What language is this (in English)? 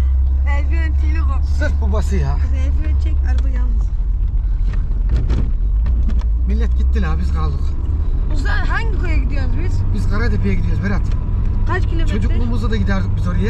Turkish